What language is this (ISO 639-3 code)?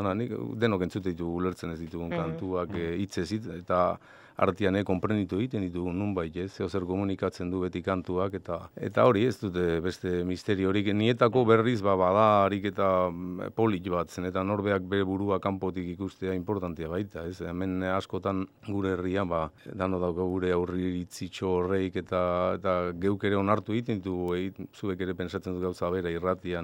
eus